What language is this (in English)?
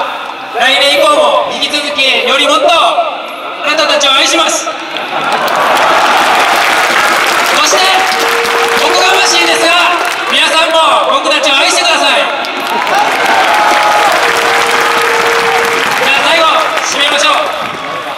Japanese